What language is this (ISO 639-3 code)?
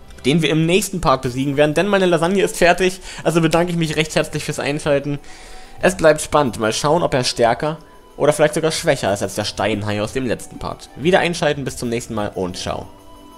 deu